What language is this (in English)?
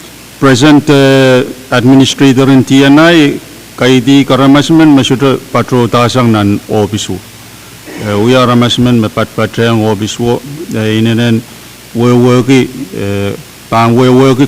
Pohnpeian